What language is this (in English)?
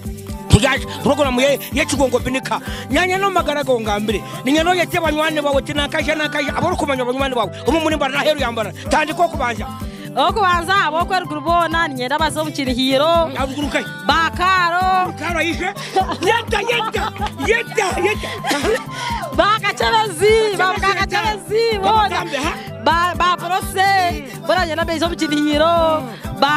Nyankole